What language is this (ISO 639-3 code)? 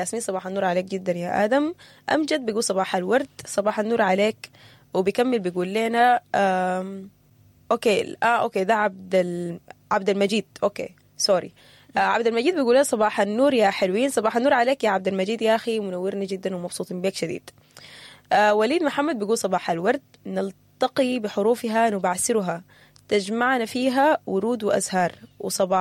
apd